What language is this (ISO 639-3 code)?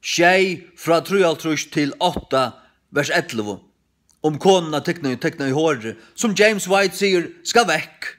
fao